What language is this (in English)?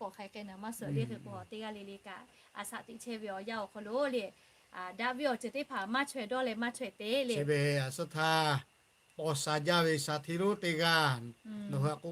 Lahu